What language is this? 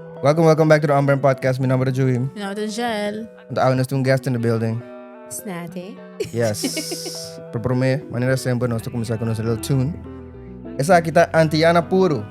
Papiamento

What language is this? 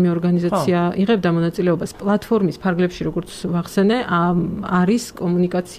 Georgian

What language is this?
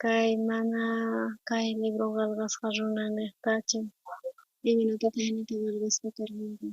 South Bolivian Quechua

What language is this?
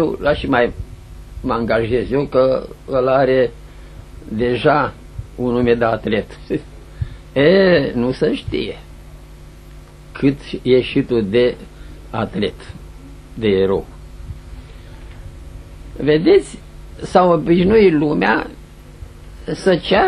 Romanian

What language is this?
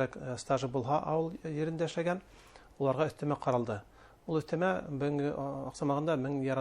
Bashkir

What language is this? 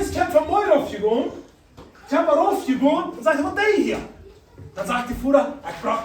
Plautdietsch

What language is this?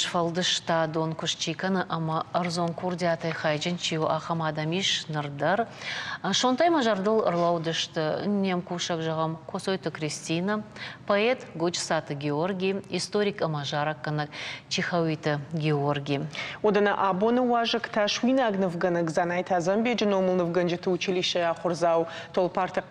Ossetic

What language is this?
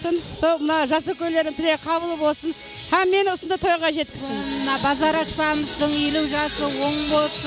Kara-Kalpak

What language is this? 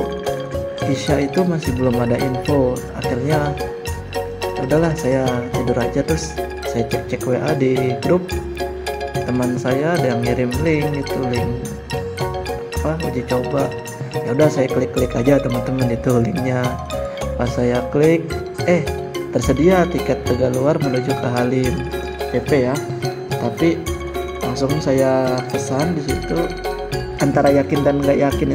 Indonesian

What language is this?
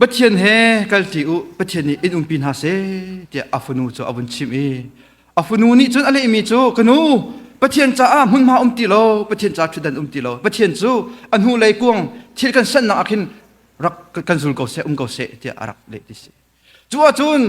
Hakha Chin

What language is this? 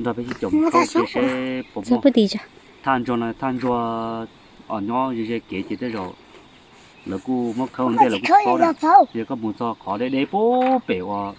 Hmong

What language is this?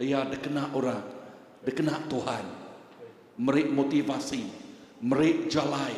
Iban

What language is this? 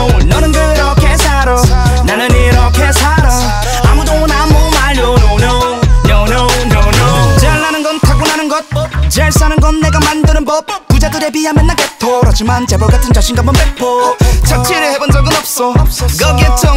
Korean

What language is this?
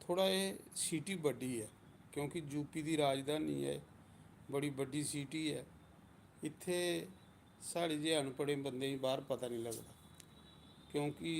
Dogri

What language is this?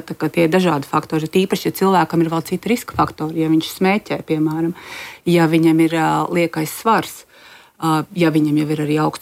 Latvian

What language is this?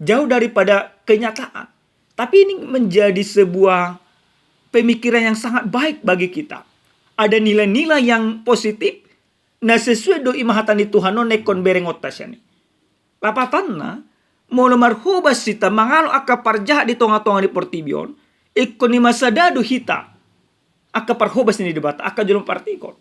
Batak Toba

